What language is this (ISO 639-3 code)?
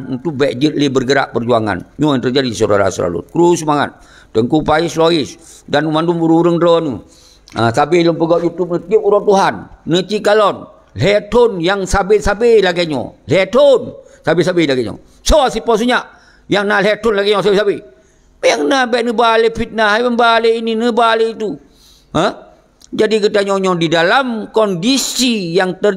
ace